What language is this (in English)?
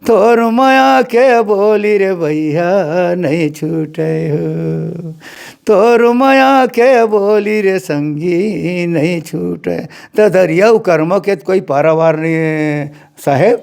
Chhattisgarhi